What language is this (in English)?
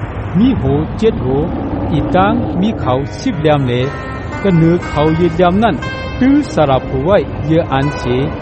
Shan